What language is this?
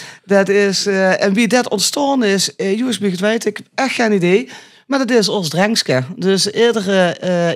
Limburgish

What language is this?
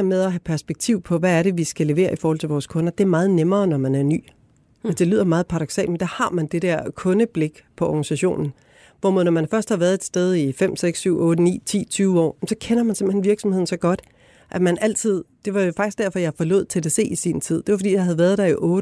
Danish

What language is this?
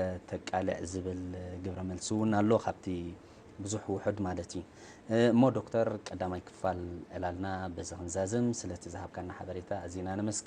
Tigrinya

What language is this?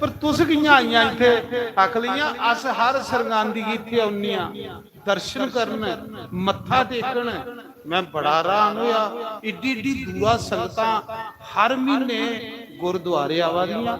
Dogri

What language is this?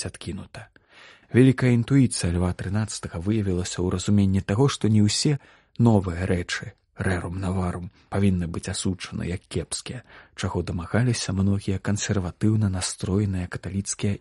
Belarusian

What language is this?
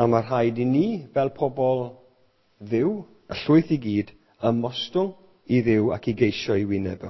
Welsh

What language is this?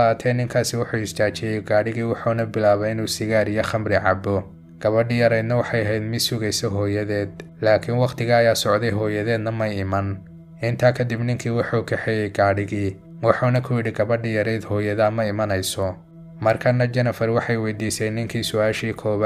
Somali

